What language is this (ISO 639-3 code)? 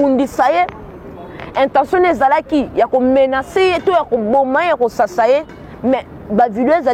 lin